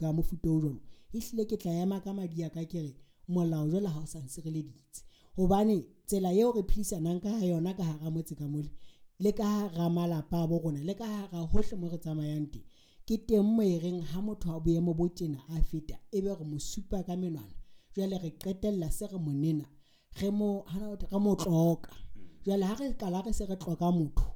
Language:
Southern Sotho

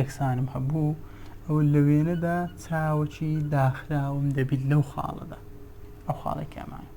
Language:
Central Kurdish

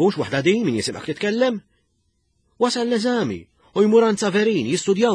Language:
Maltese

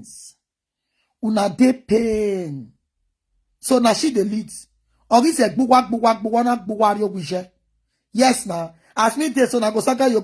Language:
Nigerian Pidgin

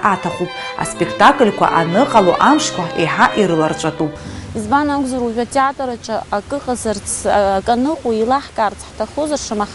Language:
Abkhazian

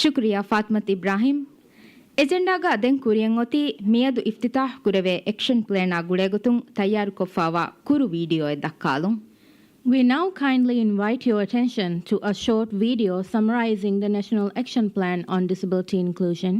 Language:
Divehi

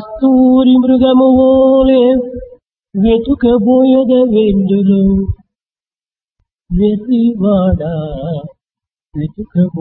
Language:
Telugu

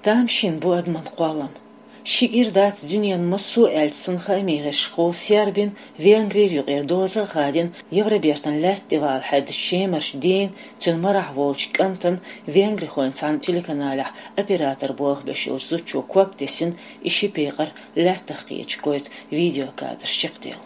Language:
Chechen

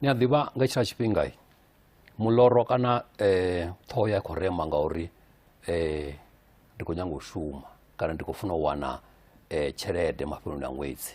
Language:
Venda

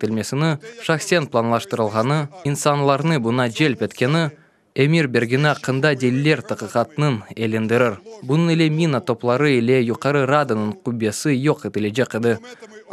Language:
Crimean Tatar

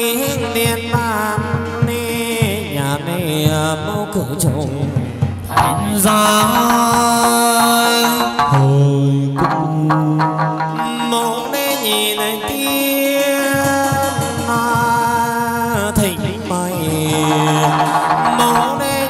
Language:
Vietnamese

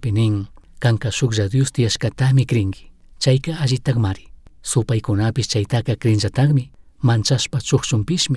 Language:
Chimborazo Highland Quichua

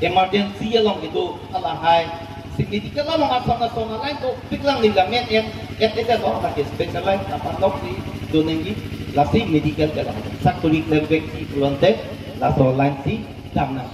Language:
Karbi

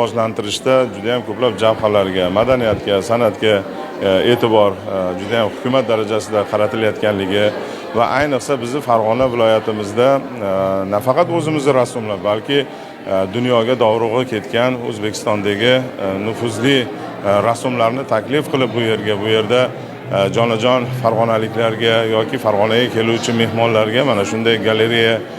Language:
Uzbek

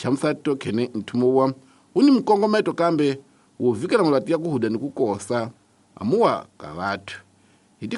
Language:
Tsonga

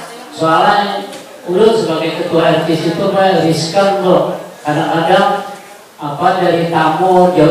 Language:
Banjar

